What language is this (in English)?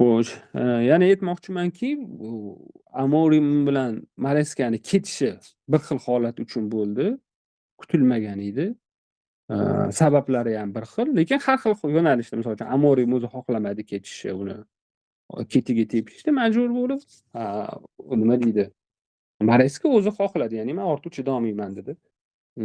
Uzbek